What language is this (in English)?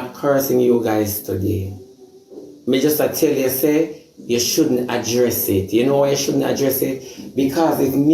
Jamaican Creole English